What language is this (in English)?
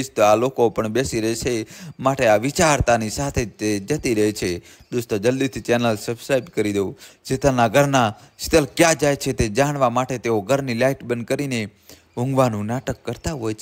Gujarati